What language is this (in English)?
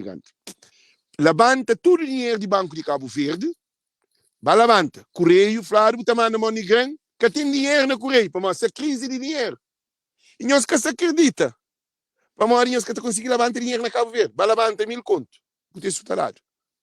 Kabuverdianu